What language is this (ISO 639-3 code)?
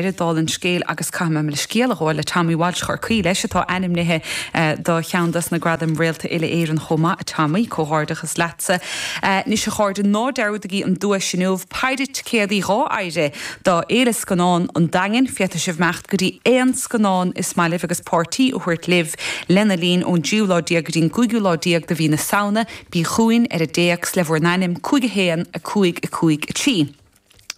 gle